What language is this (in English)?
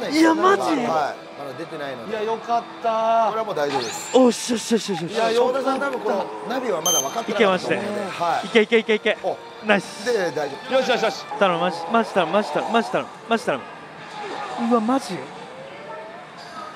Japanese